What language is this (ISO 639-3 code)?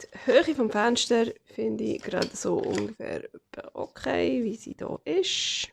gsw